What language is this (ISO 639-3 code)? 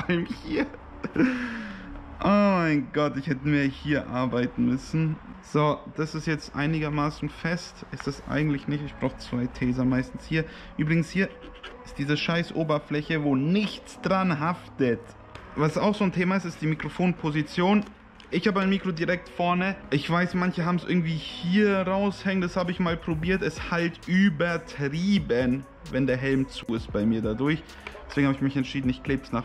deu